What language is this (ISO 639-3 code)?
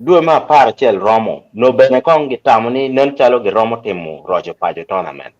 ach